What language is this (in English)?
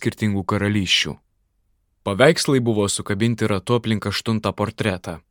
Lithuanian